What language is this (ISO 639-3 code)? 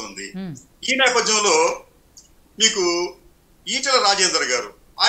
tel